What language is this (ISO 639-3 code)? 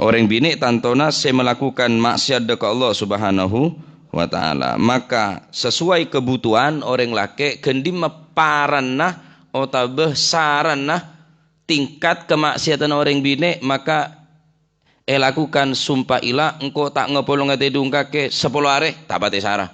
mad